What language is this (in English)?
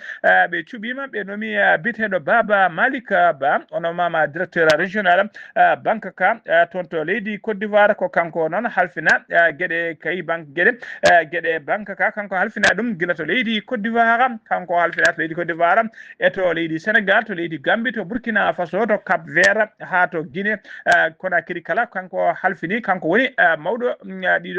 Fula